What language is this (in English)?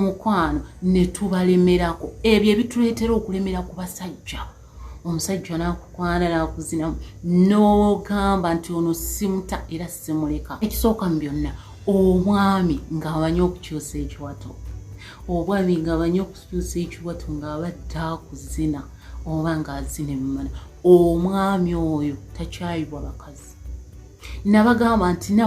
Ganda